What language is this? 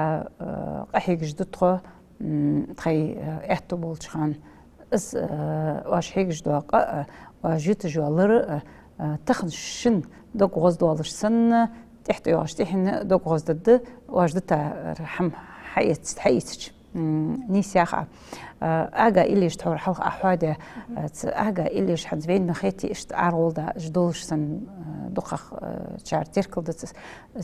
Ingush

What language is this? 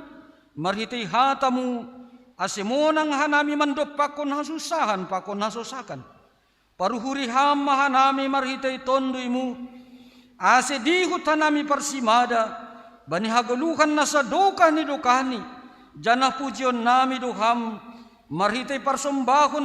Batak Simalungun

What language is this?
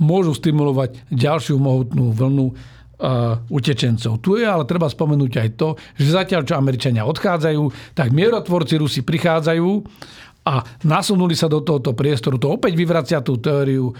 Slovak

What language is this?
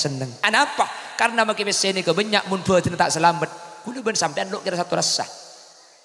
Madurese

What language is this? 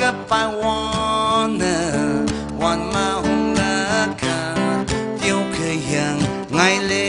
Tangkhul Naga (India)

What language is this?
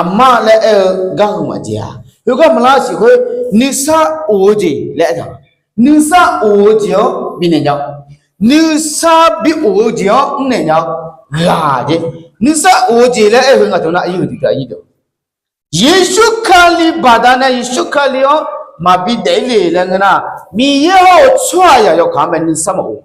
Akha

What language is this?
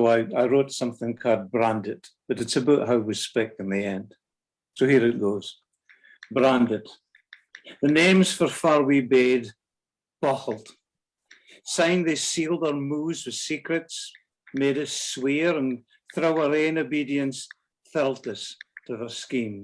Scots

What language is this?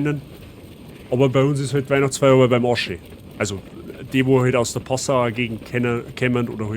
Bavarian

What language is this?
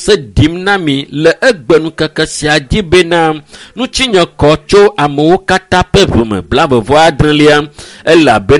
Ewe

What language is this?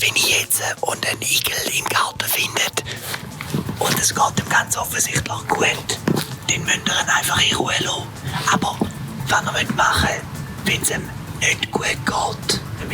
Swiss German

